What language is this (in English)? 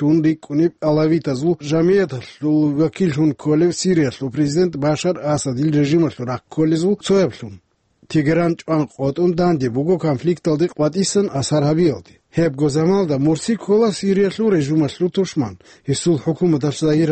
Avaric